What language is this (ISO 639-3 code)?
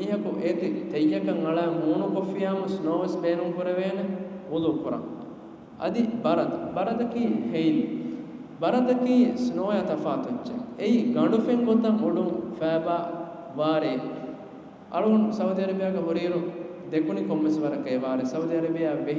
div